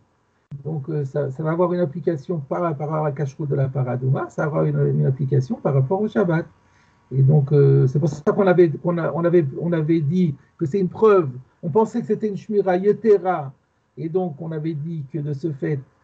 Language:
French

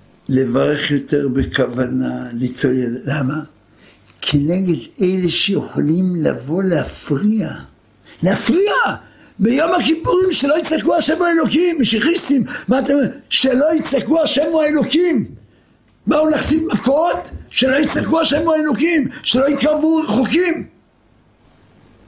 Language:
Hebrew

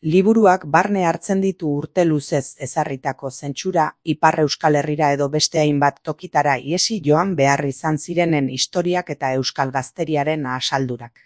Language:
Basque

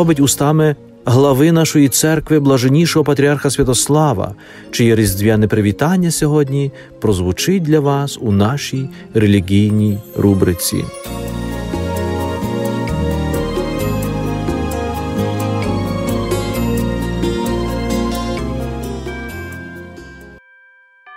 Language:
Ukrainian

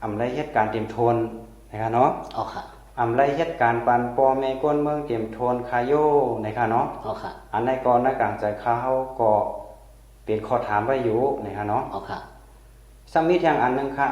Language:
Shan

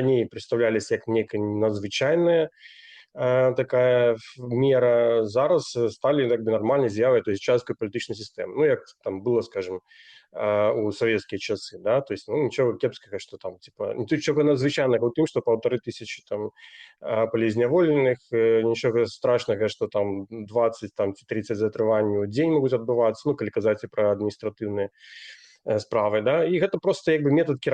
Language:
Belarusian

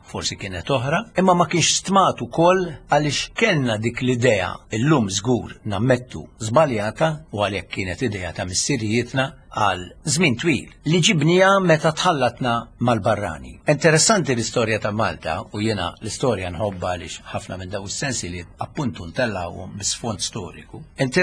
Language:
Maltese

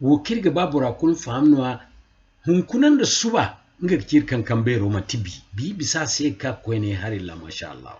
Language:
Zarma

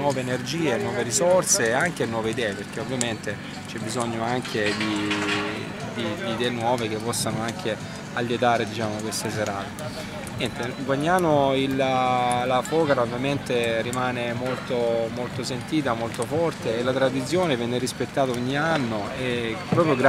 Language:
Italian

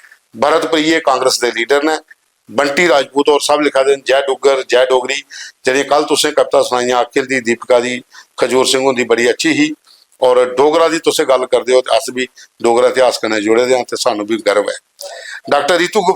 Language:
Dogri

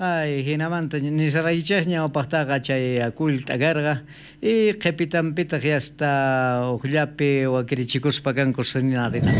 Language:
South Bolivian Quechua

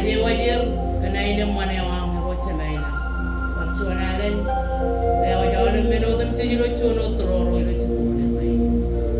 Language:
Marshallese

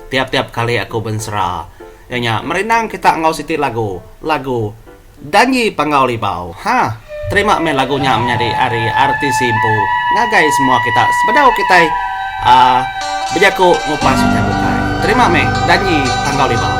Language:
Iban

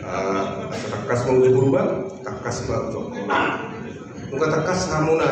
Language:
Batak Toba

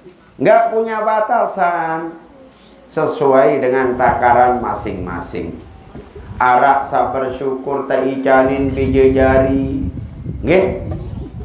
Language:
Sasak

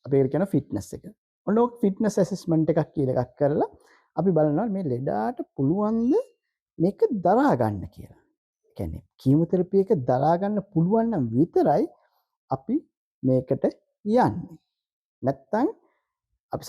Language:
Sinhala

